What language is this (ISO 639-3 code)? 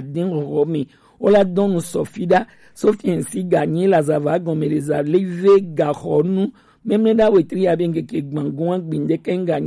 gej